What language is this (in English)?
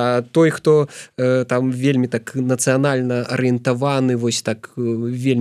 Belarusian